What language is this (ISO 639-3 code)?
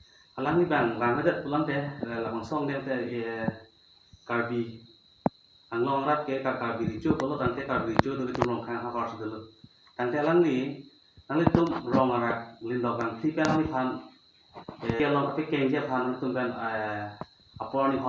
mjw